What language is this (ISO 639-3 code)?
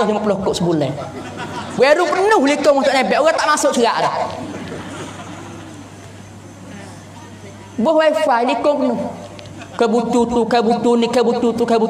mfa